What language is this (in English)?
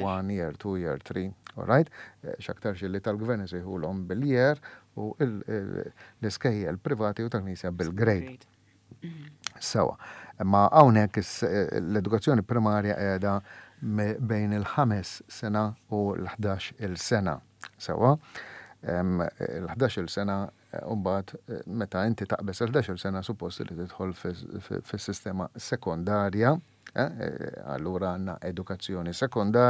Maltese